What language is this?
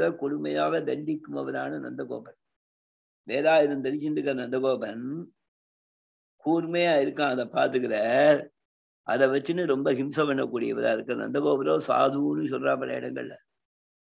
Tamil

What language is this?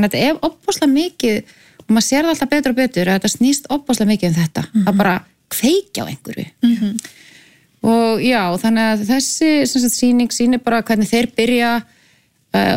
Icelandic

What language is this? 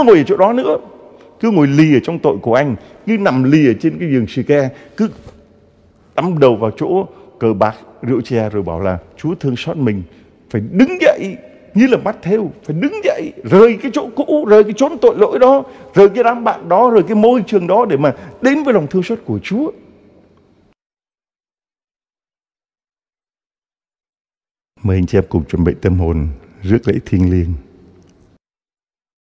Vietnamese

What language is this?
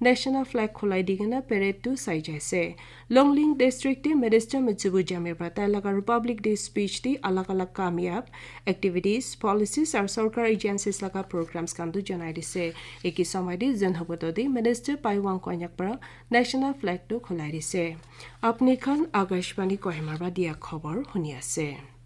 Naga Pidgin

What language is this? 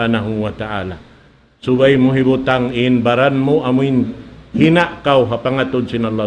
Tausug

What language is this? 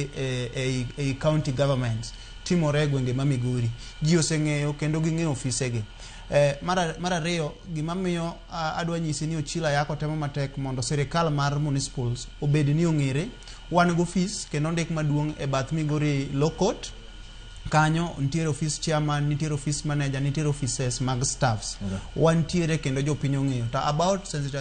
Luo (Kenya and Tanzania)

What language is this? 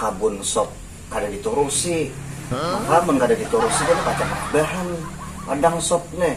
Banjar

